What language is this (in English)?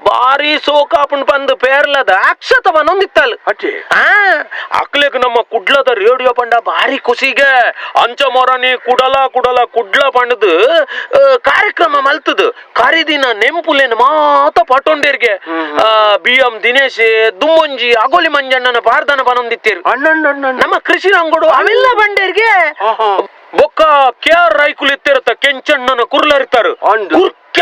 Tulu